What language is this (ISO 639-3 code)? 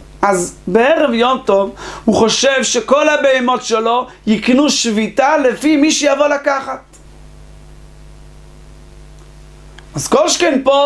heb